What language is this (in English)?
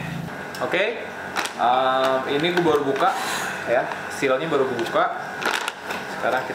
Indonesian